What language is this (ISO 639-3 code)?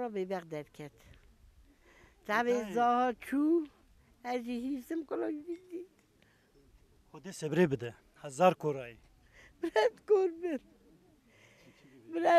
kur